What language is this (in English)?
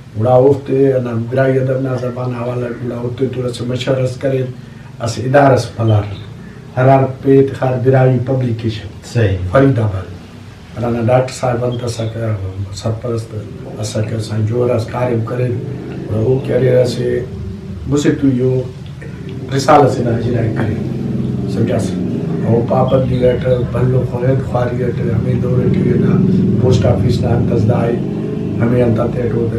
Brahui